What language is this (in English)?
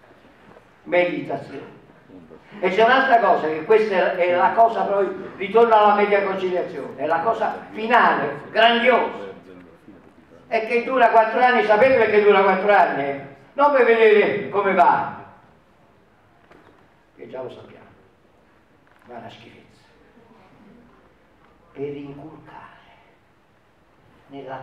Italian